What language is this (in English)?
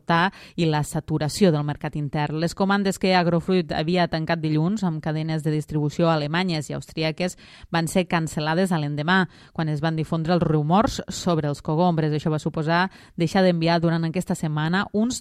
Catalan